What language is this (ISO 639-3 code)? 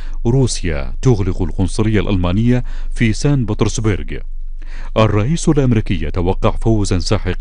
ara